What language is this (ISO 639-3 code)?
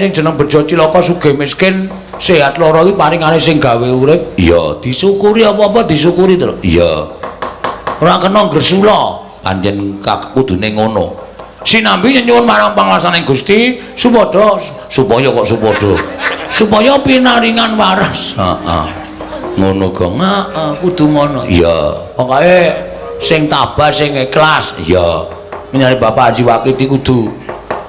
jav